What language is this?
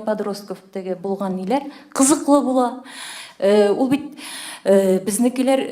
Tatar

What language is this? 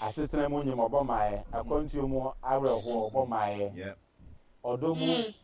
Akan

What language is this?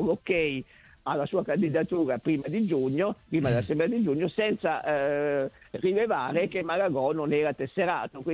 Italian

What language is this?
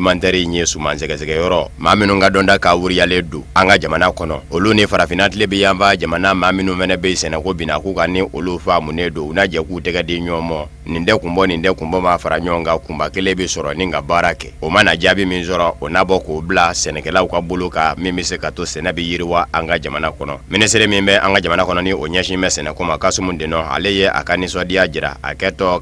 Bambara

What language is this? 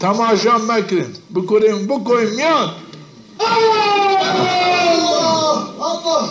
Zaza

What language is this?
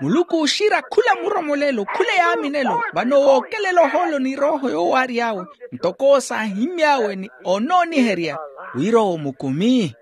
Makhuwa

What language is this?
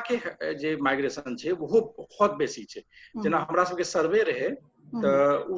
Maithili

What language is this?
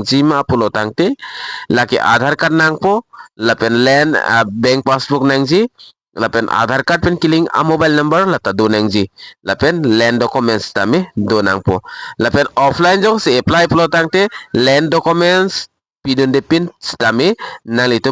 Karbi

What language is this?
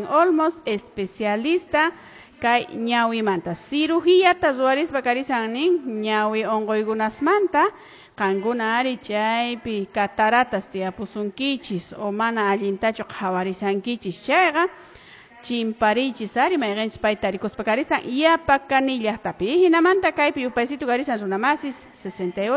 Quechua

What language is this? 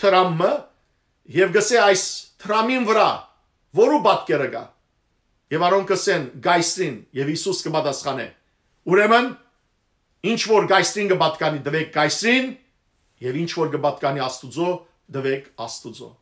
Western Armenian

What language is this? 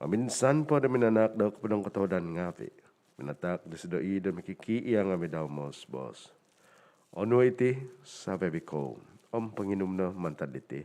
Central Dusun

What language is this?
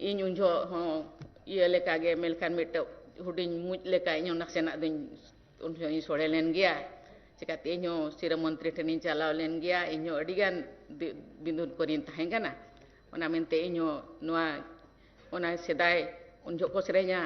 Santali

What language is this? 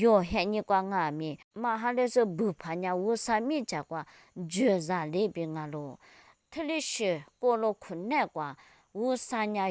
Lisu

